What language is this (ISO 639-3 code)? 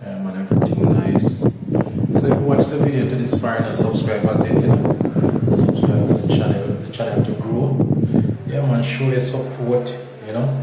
jam